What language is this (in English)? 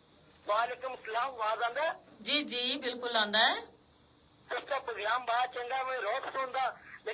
Gujari